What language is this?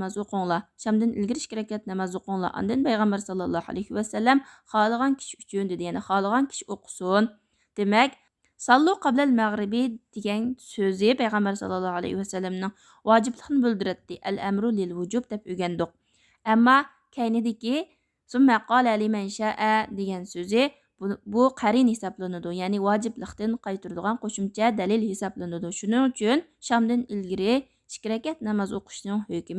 Uyghur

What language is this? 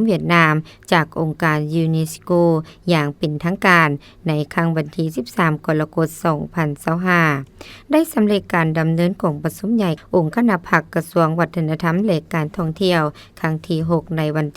Lao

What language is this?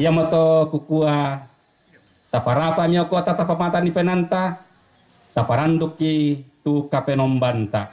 Toraja-Sa'dan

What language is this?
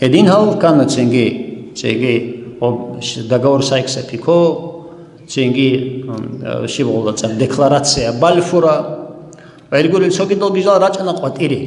Avaric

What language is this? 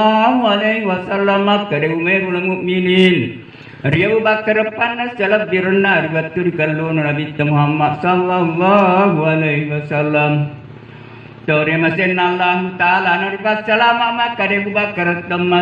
Buginese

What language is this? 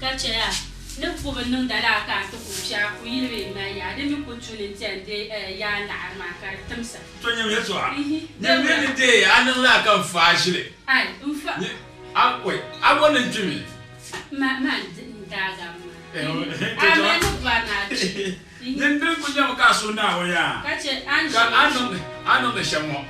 Dagbani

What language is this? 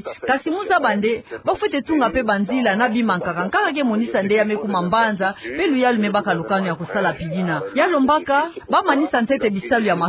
Kituba (Democratic Republic of Congo)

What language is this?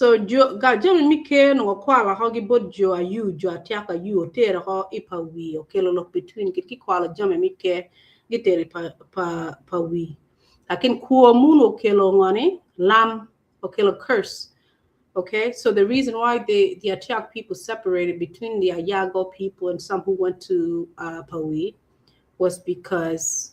Acoli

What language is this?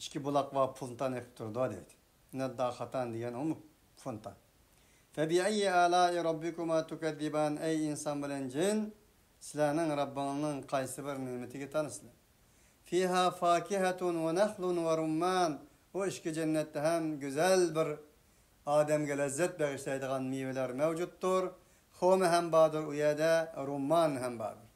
Uyghur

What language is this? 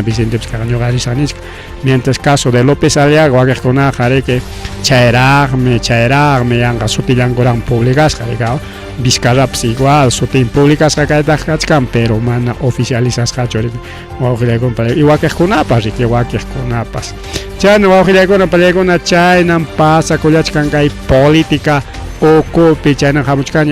Ayacucho Quechua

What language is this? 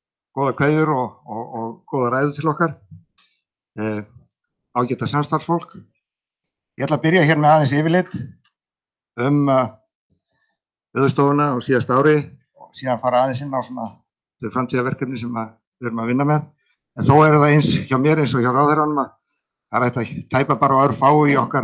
Icelandic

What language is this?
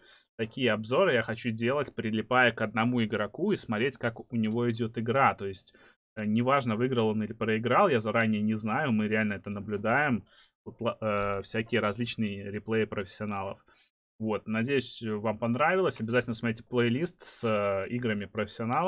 Russian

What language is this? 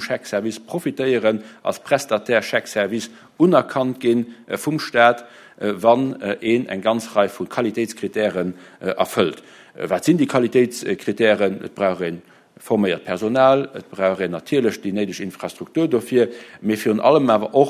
Luxembourgish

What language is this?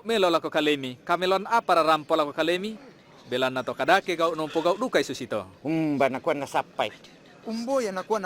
Toraja-Sa'dan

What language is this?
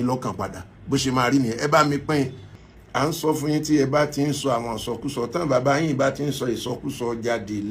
Yoruba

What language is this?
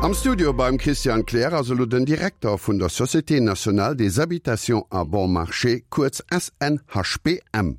Luxembourgish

